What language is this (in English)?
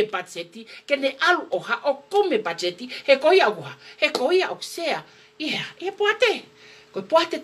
Tongan